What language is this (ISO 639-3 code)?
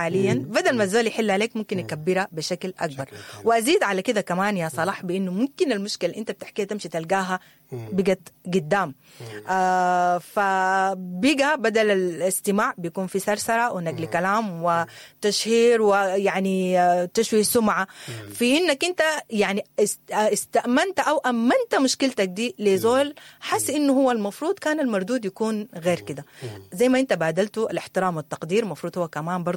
apd